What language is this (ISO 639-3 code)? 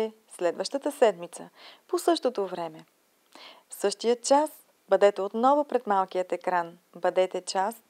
bul